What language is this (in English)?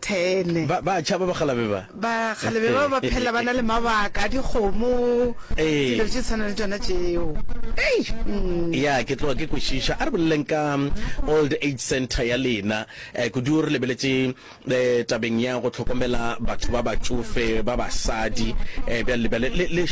Northern Sotho